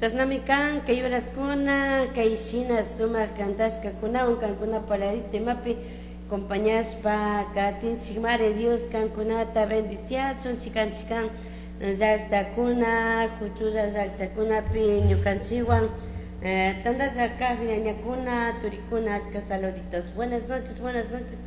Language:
Chimborazo Highland Quichua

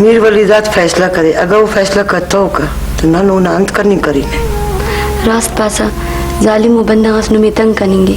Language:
Brahui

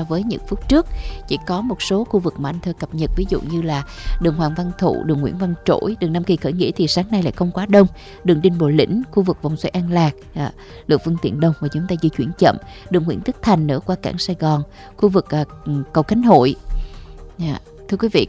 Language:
Vietnamese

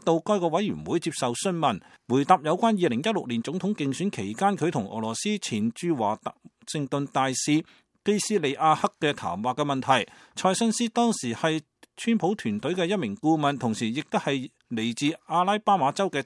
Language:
Cantonese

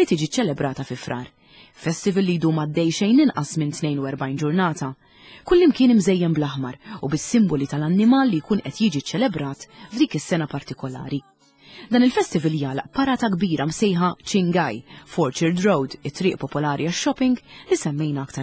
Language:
Maltese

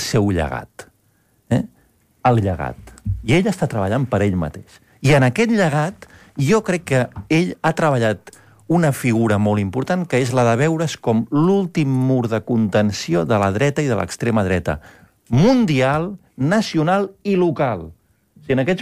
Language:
Catalan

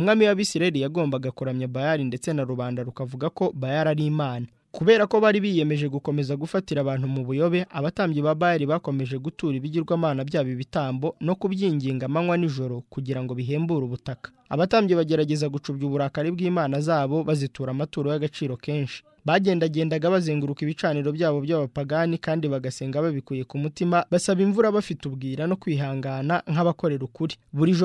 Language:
Kinyarwanda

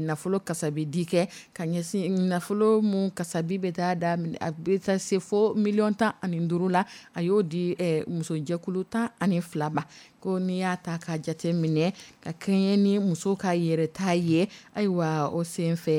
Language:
Dyula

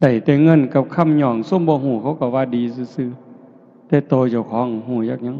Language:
Lao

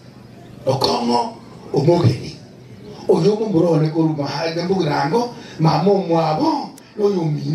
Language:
Gusii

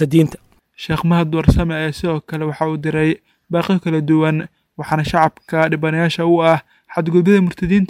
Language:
Somali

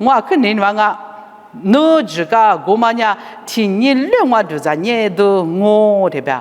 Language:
Lisu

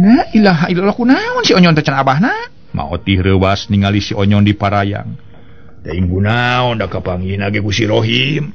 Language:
Sundanese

